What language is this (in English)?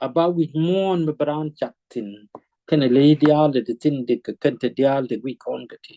Nuer